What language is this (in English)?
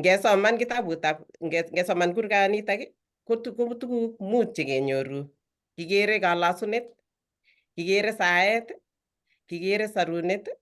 Kalenjin